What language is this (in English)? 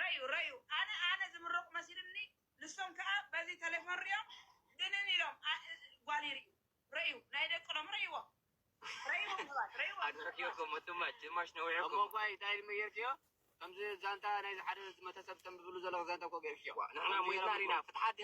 Tigrinya